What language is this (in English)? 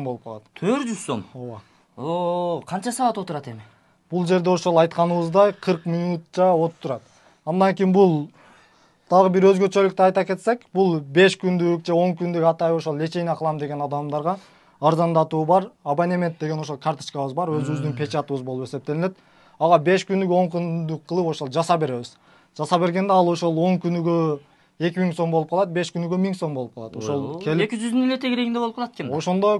Kyrgyz